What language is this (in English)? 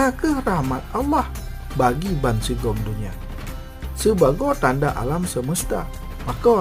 Achinese